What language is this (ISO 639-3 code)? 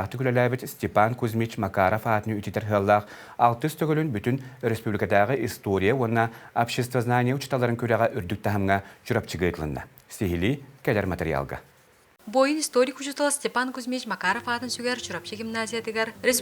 sah